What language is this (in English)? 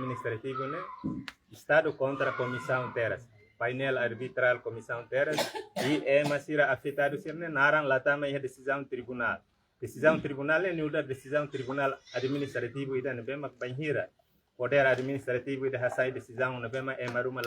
Tetum